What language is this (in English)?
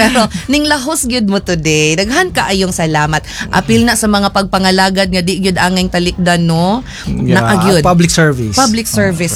Cebuano